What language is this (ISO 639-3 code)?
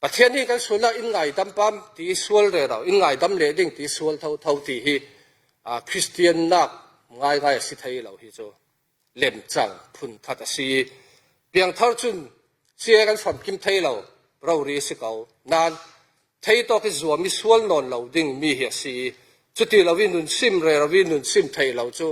cfm